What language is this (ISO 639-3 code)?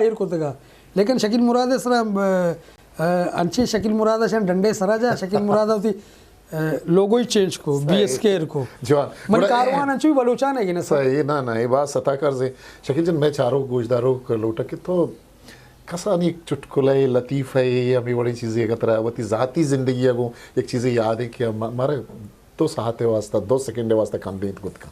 bgp